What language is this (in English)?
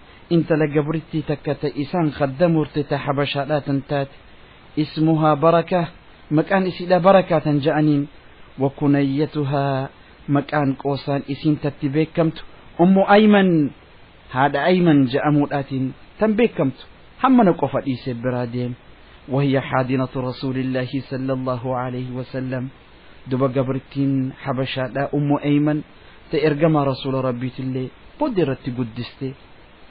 Oromo